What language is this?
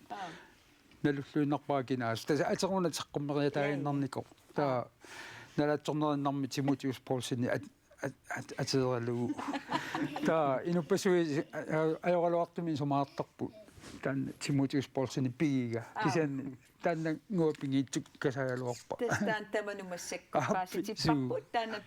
Kalaallisut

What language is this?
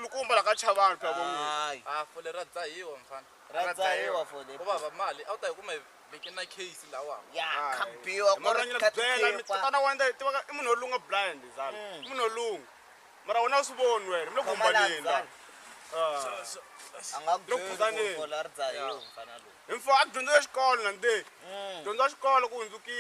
Tsonga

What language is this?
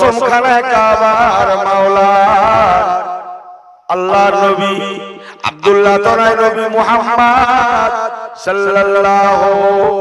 Bangla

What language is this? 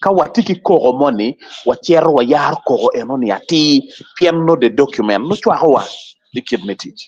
Acoli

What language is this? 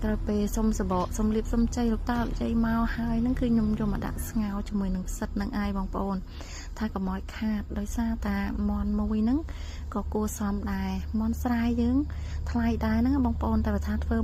Khmer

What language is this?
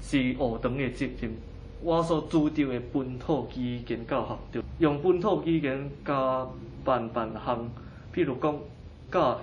Min Nan Chinese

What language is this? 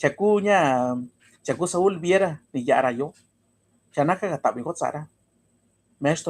Mixtepec Mixtec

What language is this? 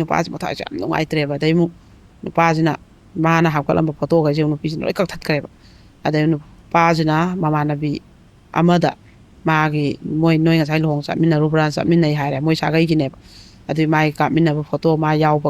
Manipuri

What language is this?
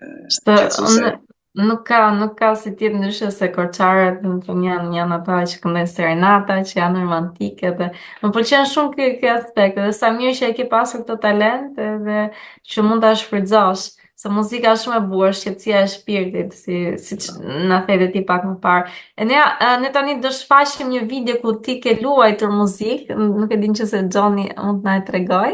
Albanian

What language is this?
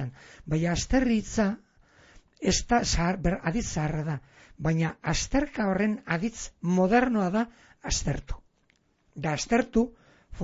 Basque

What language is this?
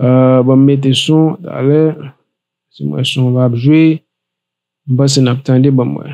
Haitian Creole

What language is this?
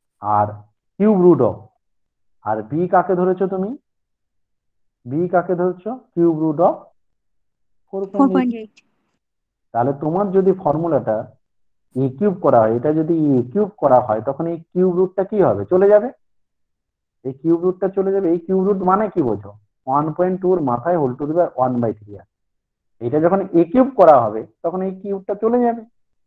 Bangla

